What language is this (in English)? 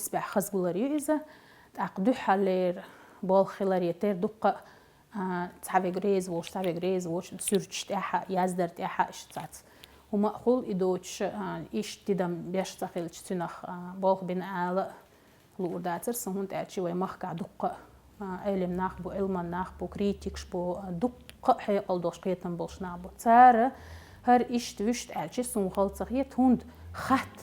Chechen